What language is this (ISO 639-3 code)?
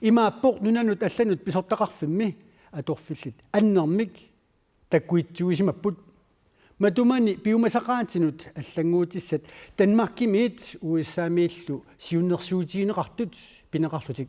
kal